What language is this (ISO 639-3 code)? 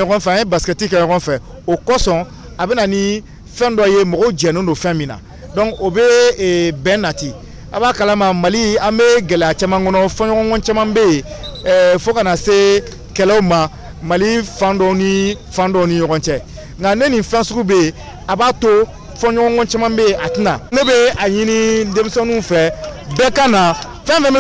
bam